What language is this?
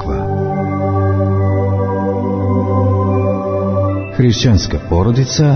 Serbian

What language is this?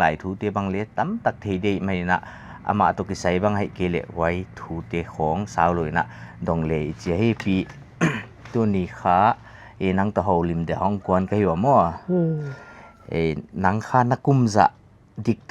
Paite Chin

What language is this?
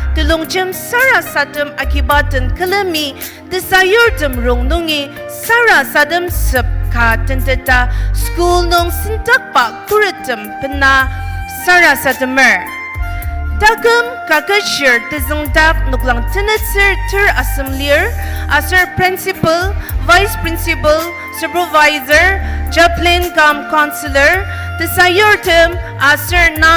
Ao Naga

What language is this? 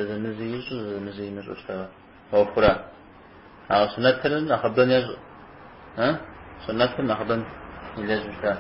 Kabardian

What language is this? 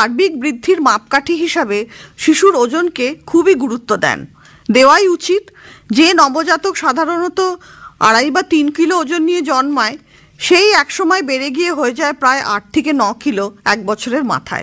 Bangla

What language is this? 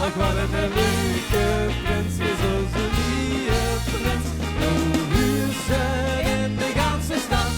Limburgish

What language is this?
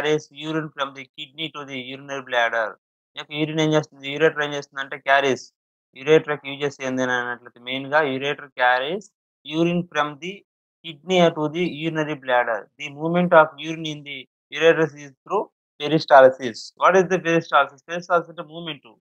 Telugu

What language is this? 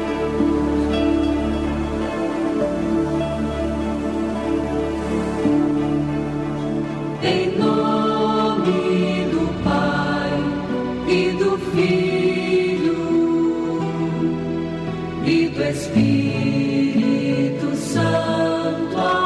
Portuguese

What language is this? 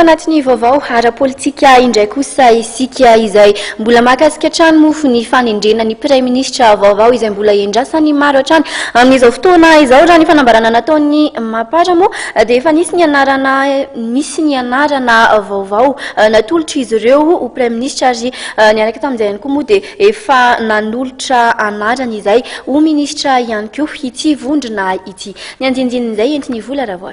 Malagasy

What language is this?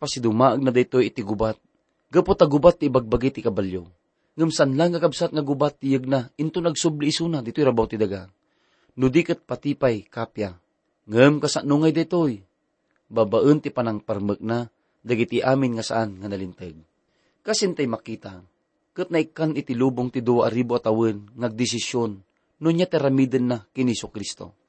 Iloko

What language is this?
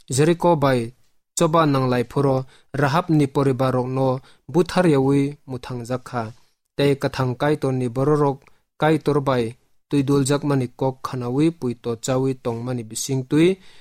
Kok Borok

